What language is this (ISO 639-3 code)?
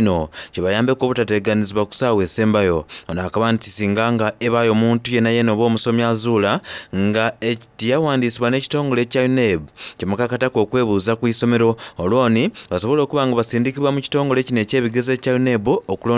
xog